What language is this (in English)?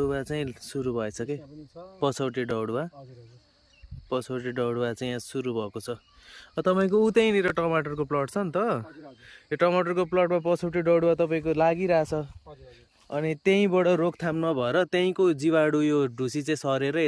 Nepali